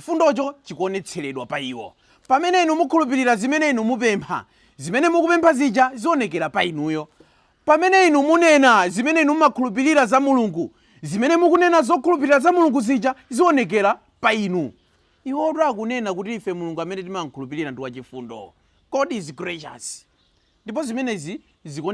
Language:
Nyanja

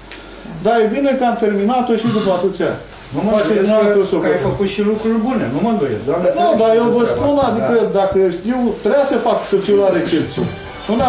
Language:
Romanian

